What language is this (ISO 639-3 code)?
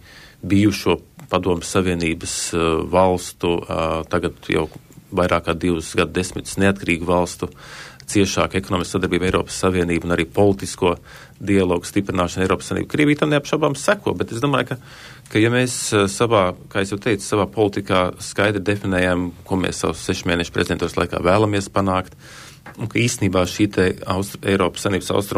lav